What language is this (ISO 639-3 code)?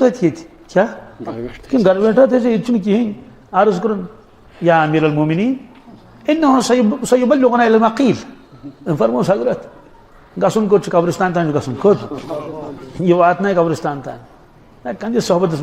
kas